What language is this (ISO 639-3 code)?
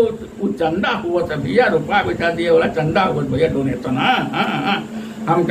awa